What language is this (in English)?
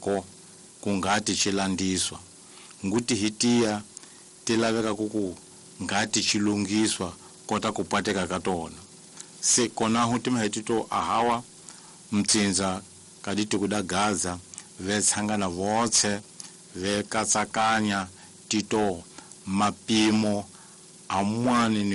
Tsonga